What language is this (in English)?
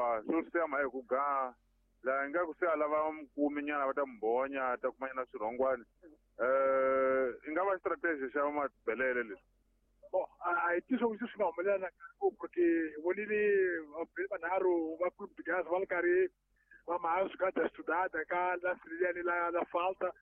Tsonga